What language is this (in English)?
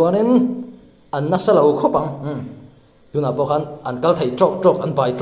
Mizo